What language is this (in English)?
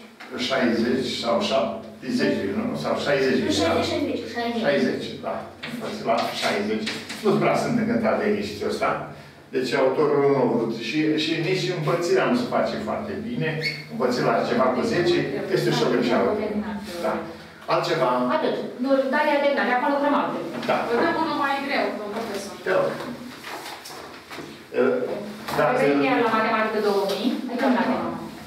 Romanian